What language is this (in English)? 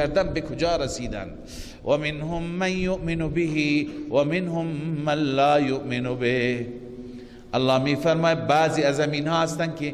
Persian